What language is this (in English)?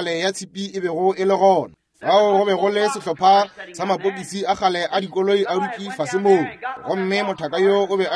Northern Sotho